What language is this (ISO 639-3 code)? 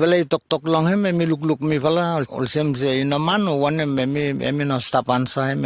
bis